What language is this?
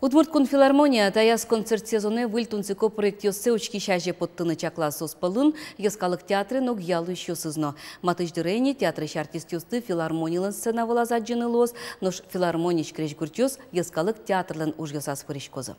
Udmurt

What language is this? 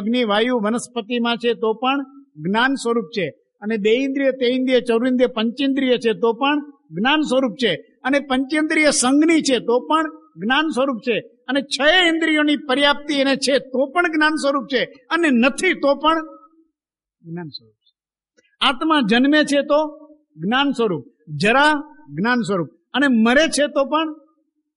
Gujarati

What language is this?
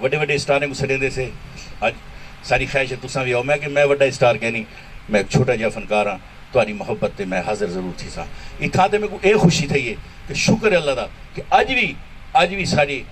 Saraiki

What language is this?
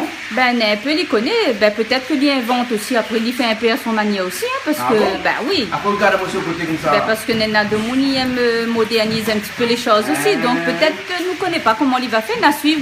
Réunion Creole French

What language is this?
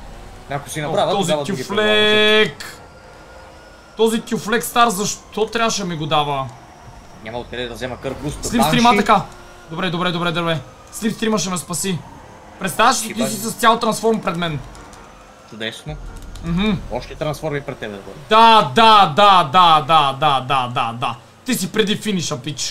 Bulgarian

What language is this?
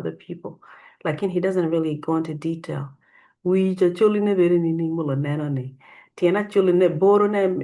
Acoli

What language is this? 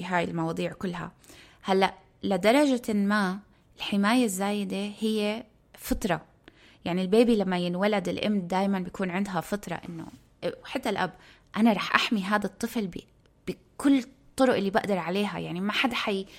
North Levantine Arabic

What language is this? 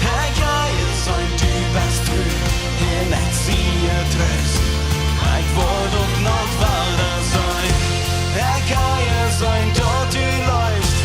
Plautdietsch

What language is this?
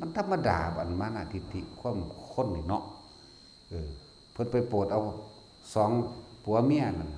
Northeastern Thai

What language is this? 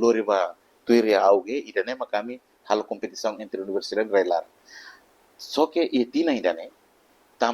Tetum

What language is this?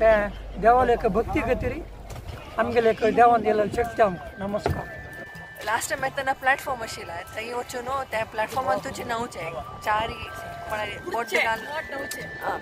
Konkani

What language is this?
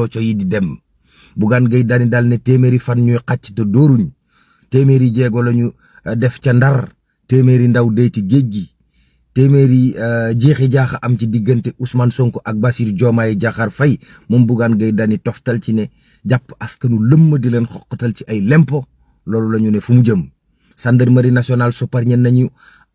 Wolof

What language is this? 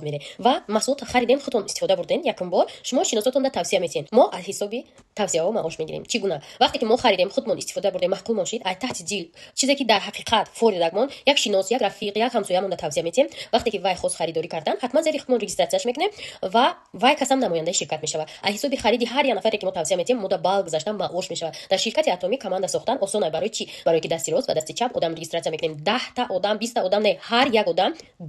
Tajik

